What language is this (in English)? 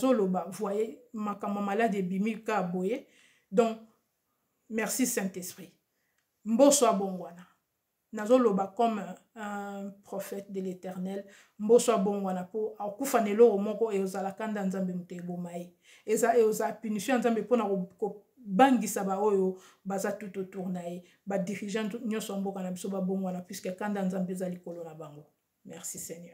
Lingala